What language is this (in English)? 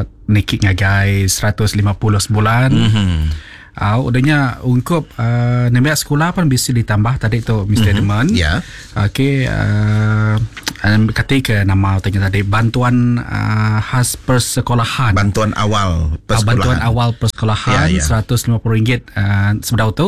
Iban